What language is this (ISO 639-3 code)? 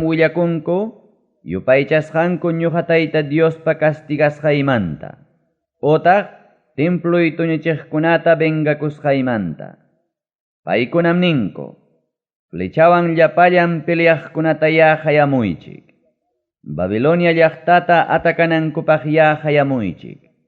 quy